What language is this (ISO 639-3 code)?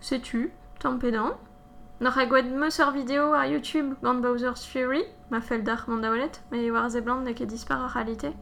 bre